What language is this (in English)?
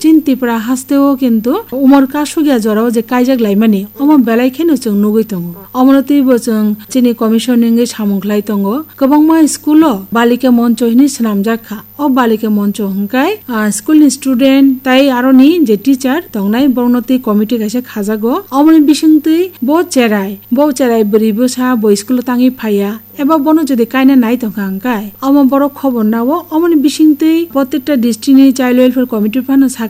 Kok Borok